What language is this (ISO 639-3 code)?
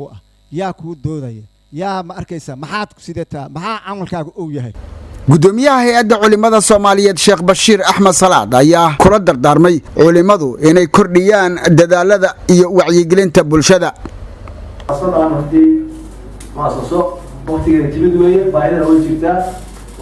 som